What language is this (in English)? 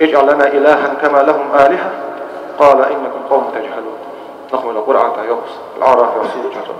Ingush